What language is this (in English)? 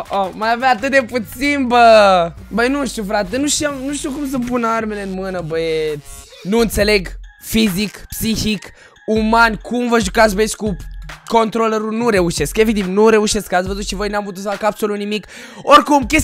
Romanian